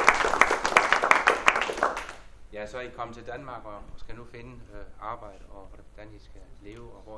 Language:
Danish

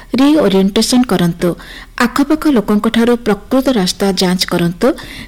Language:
Odia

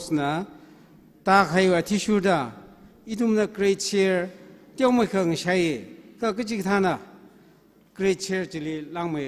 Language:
Tangkhul Naga (India)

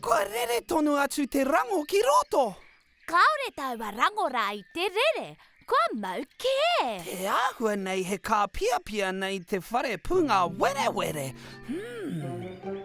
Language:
Māori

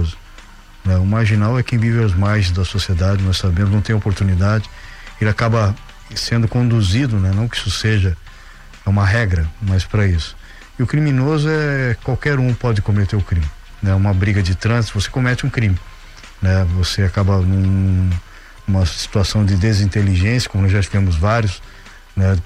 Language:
Portuguese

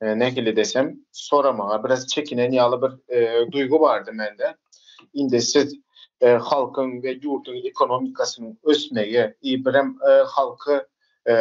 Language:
Turkmen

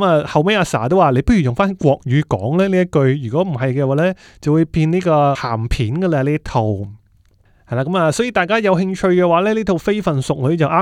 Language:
Cantonese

